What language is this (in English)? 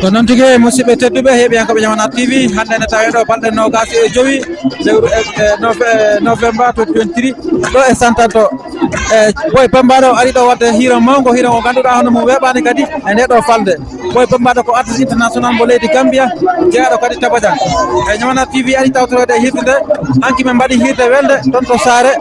Fula